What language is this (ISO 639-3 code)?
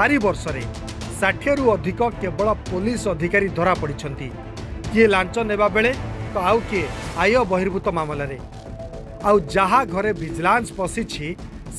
ori